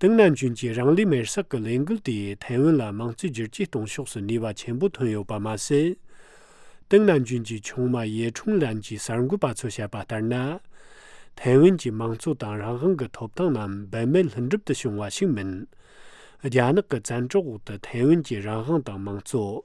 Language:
Tibetan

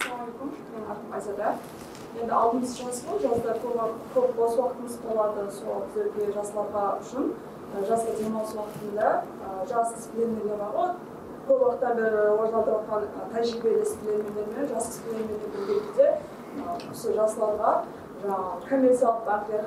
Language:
Kara-Kalpak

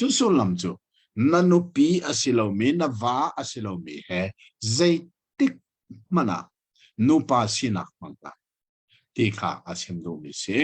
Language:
Hakha Chin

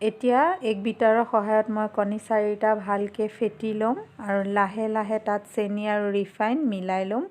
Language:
Assamese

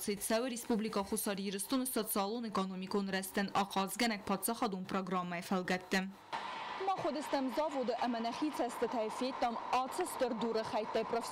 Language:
Ossetic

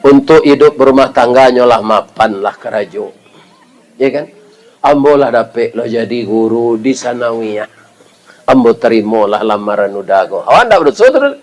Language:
Minangkabau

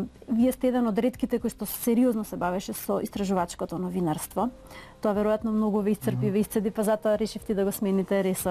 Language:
Macedonian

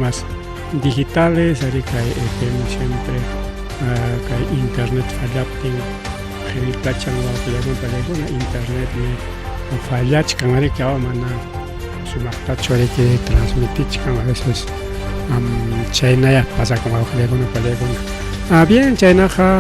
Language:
Ayacucho Quechua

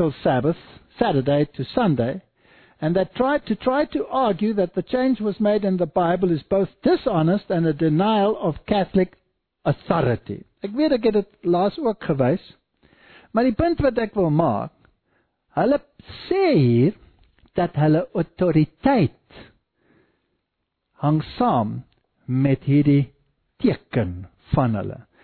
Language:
Afrikaans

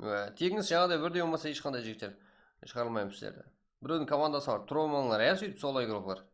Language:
Kara-Kalpak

